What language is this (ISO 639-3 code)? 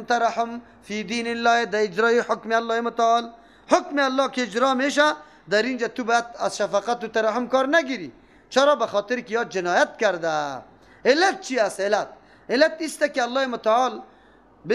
fas